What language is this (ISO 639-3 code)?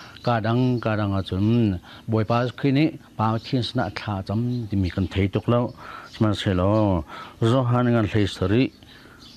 cnh